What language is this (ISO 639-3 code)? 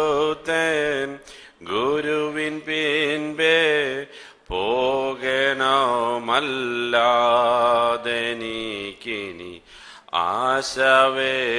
mal